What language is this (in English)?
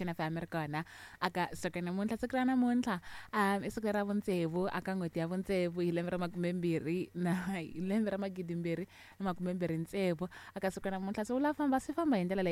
Tsonga